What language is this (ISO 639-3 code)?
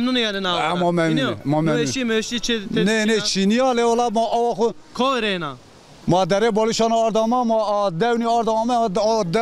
zza